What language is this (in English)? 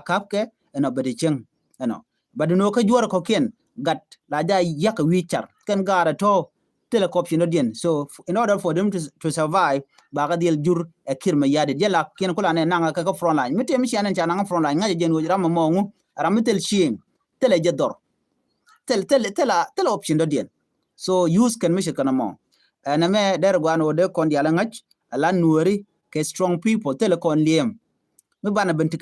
Nuer